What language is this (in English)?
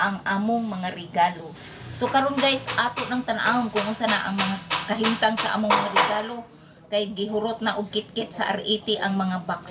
Cebuano